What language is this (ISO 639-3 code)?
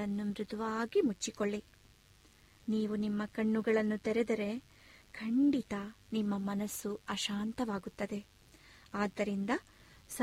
kan